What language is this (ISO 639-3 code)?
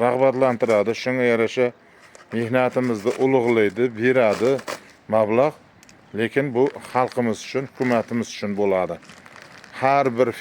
uzb